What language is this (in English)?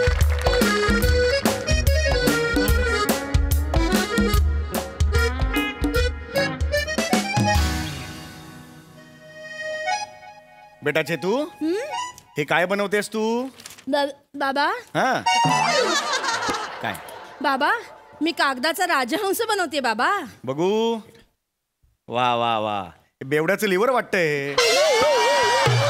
Marathi